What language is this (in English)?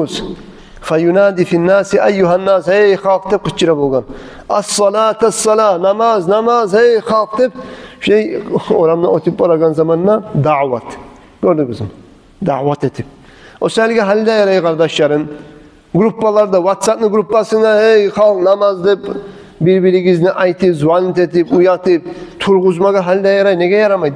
Kumyk